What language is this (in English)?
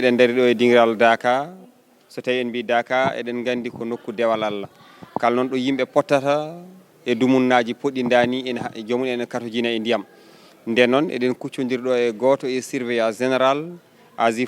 Fula